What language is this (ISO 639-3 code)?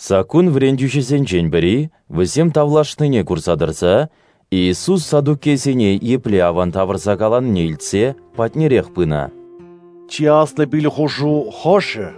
chv